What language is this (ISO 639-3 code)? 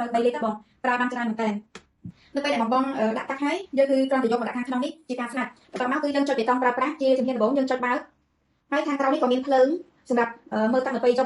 khm